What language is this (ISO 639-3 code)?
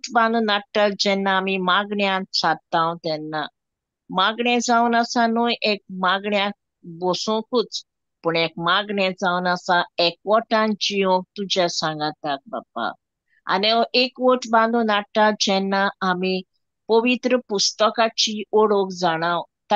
kok